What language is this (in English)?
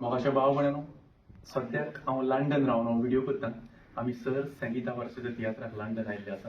Konkani